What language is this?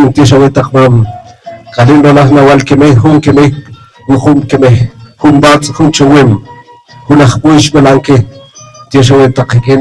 Poqomchi'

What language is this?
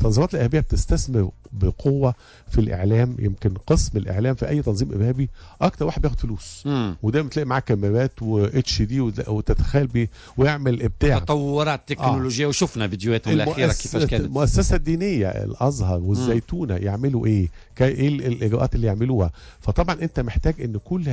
Tunisian Arabic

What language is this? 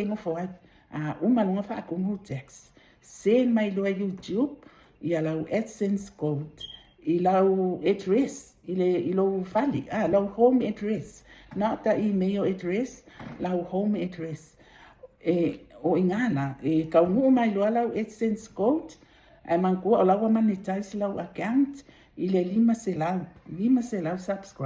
Samoan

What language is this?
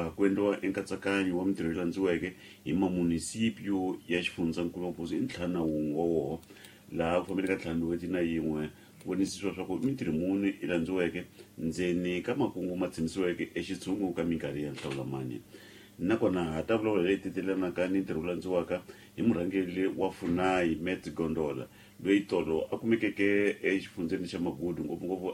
Tsonga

